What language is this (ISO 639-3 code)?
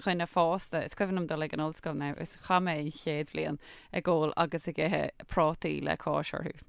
gle